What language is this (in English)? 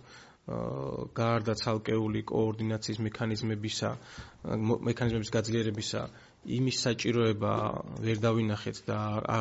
Georgian